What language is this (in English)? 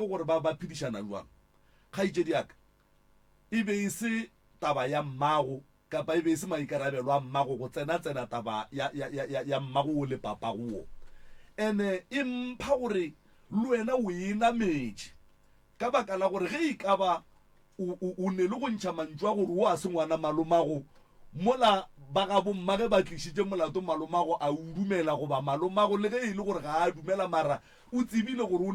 Northern Sotho